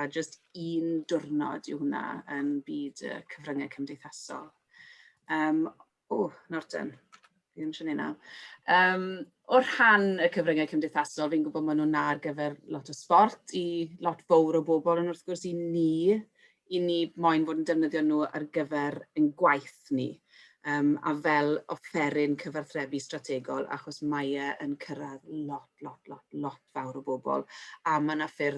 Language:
Welsh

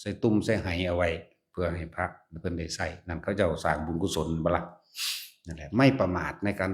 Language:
Lao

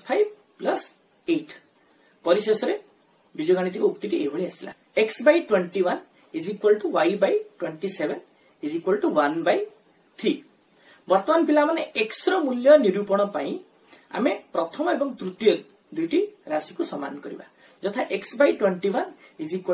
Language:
Odia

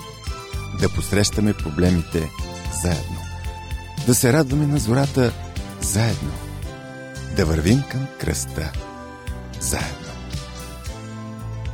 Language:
Bulgarian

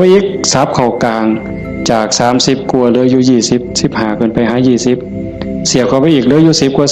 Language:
Northeastern Thai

